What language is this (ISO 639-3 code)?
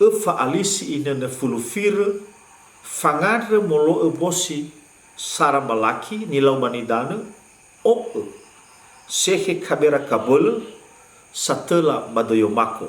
nia